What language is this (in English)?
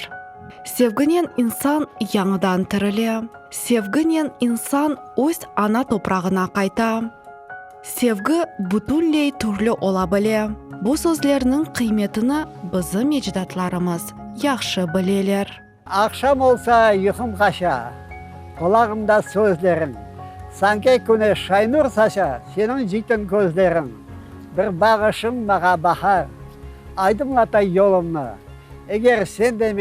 Crimean Tatar